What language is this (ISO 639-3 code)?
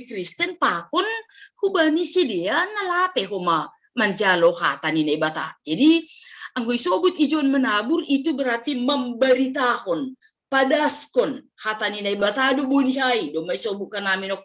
bts